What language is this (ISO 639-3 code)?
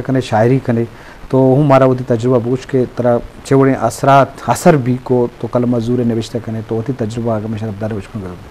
bgp